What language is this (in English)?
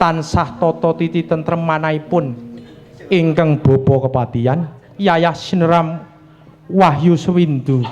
Javanese